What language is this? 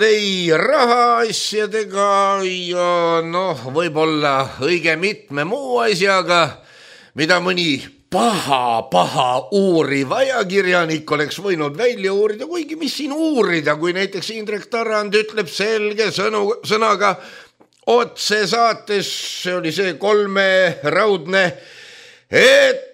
Estonian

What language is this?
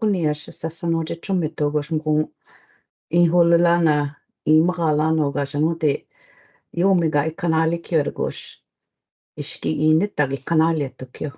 Choctaw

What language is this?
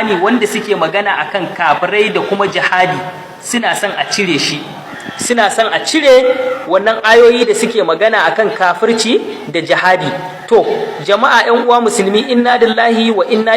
Hausa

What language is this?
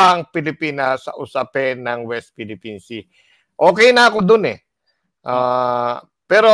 Filipino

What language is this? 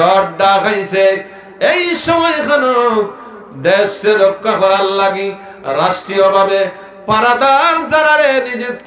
Sylheti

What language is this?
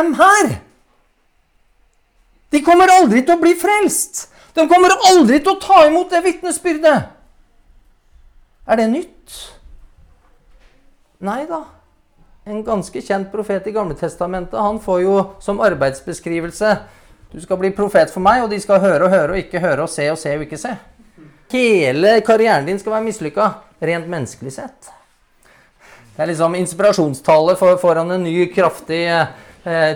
Norwegian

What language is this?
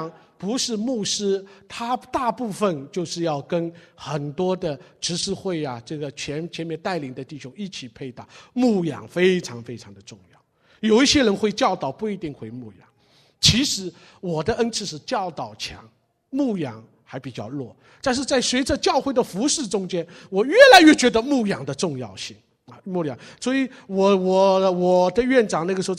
Chinese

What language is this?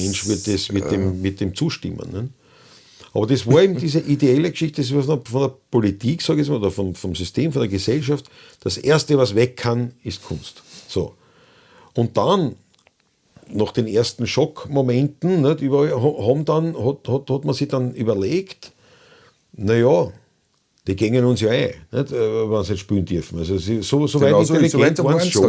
Bavarian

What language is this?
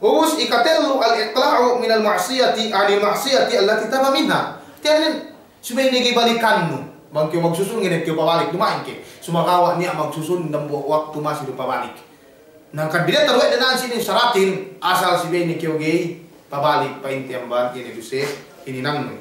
Yakan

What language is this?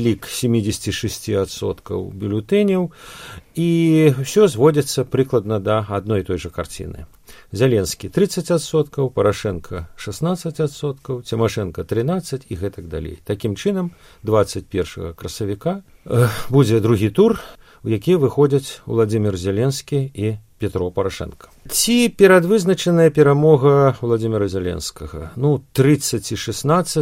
Belarusian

